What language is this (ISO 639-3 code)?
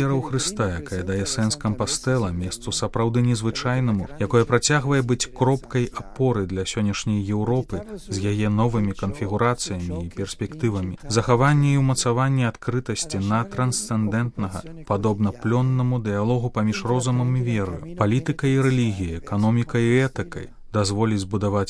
bel